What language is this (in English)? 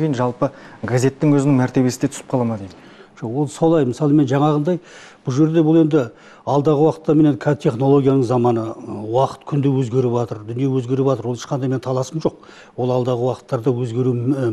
Kazakh